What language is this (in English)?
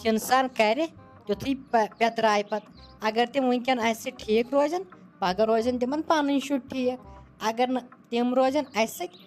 Kashmiri